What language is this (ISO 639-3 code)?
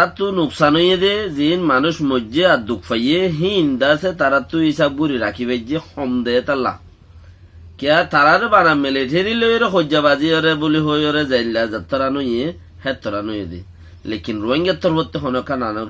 rhg